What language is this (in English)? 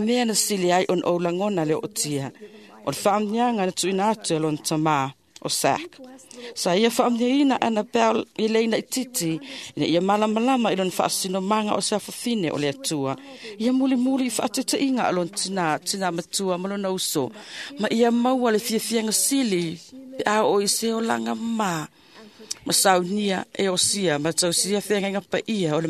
Samoan